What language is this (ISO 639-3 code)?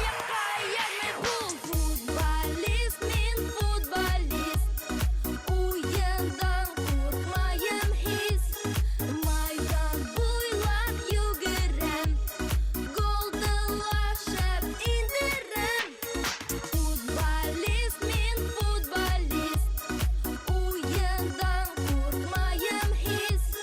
bak